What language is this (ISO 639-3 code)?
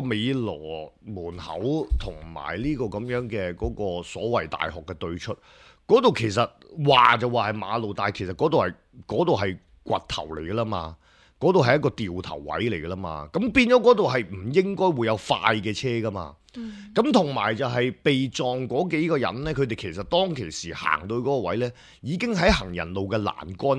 yue